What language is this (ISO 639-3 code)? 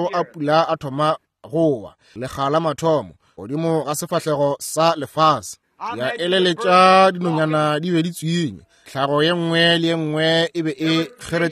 nso